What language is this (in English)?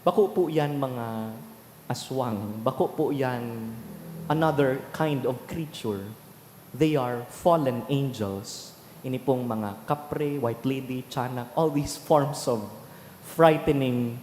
Bikol